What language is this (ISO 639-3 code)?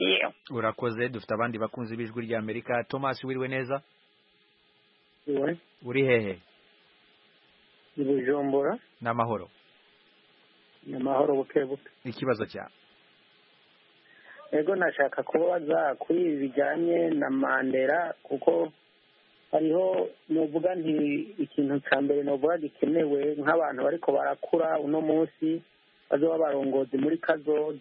kin